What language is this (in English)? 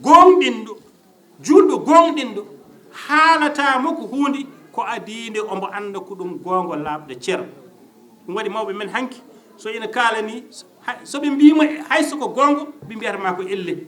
Fula